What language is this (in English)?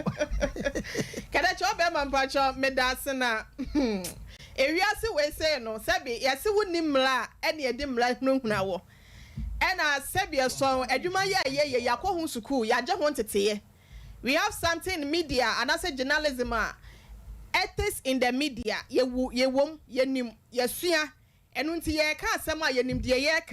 Akan